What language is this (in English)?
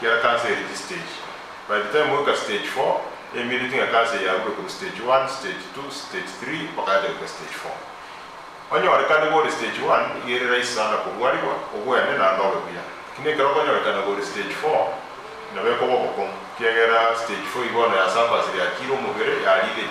Gusii